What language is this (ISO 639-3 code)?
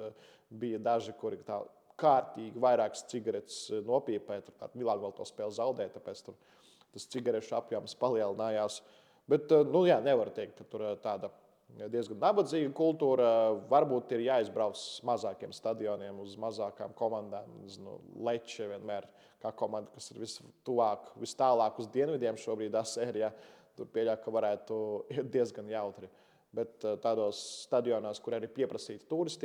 lav